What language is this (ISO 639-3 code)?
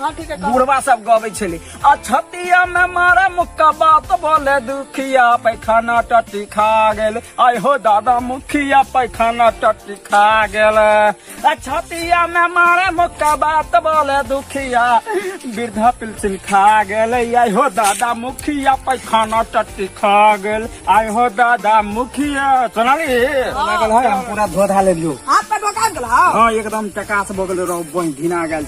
mai